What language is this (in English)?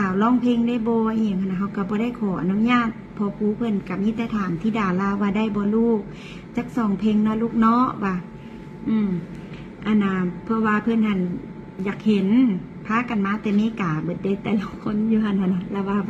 Northeastern Thai